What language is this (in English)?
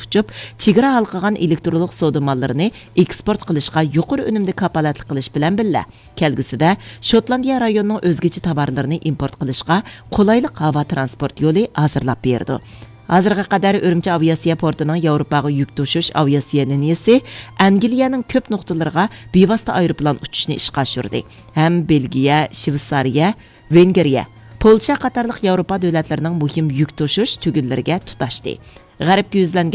Uyghur